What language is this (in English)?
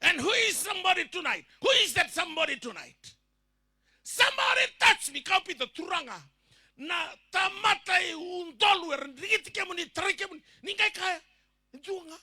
Fijian